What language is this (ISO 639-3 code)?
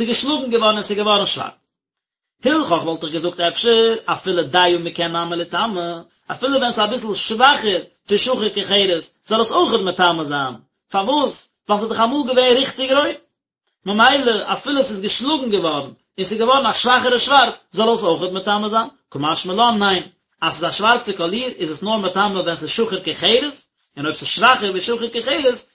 yid